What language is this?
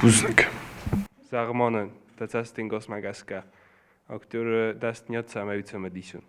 Ossetic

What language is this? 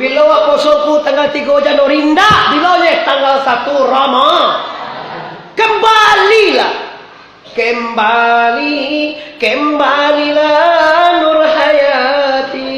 Minangkabau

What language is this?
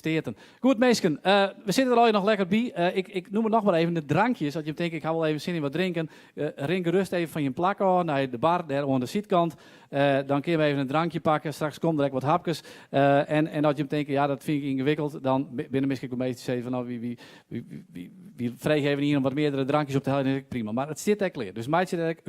Western Frisian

